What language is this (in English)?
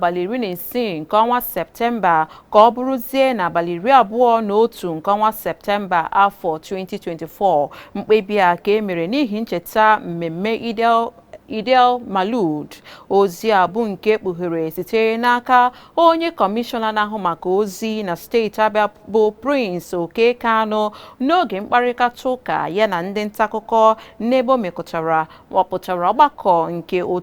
Igbo